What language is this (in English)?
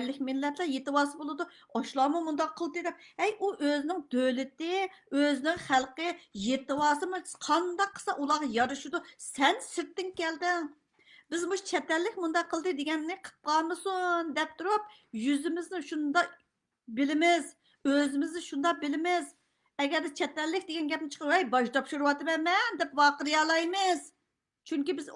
Uyghur